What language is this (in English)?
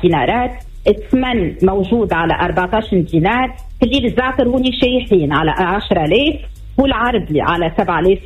Tunisian Arabic